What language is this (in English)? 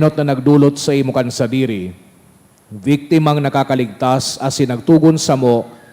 Bikol